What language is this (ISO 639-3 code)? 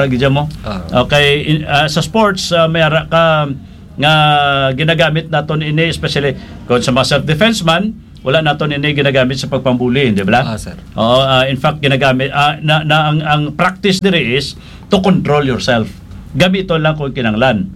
hil